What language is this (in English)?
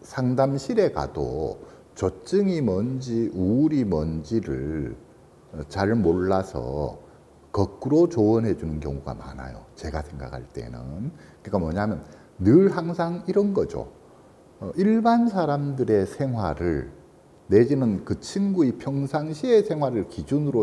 Korean